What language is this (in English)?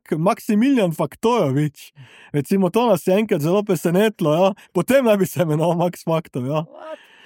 Slovenian